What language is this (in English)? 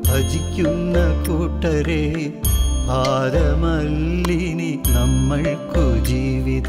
Malayalam